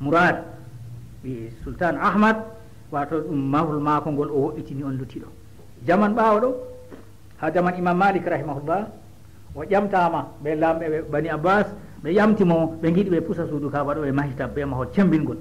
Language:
Fula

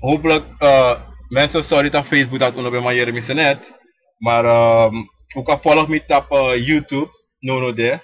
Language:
Sranan Tongo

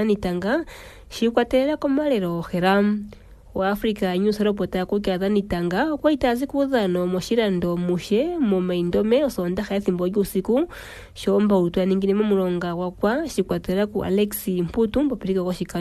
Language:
Kuanyama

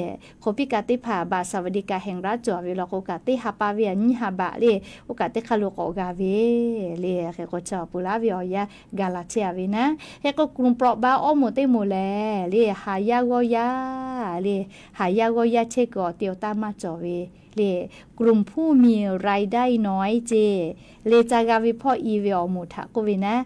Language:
Lahu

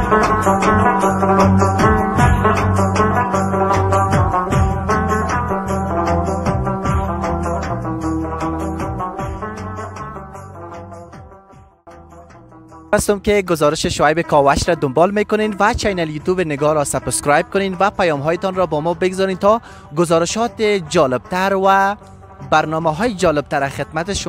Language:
Persian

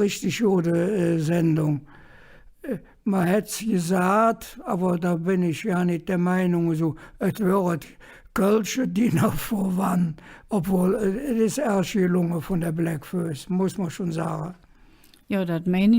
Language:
Colognian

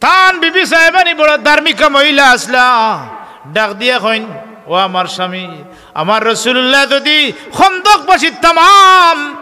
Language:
Sylheti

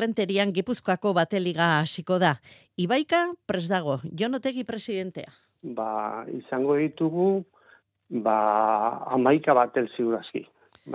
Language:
Basque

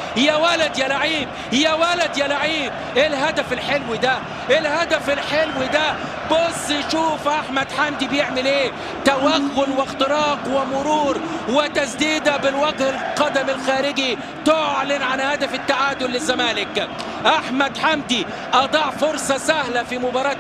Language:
Egyptian Arabic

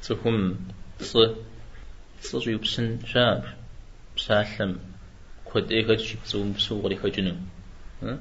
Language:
Kabardian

